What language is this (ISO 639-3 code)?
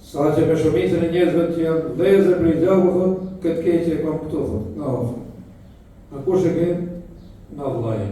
sqi